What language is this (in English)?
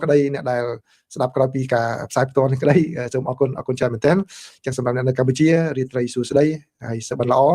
Khmer